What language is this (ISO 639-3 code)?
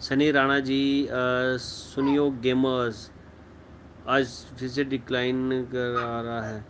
doi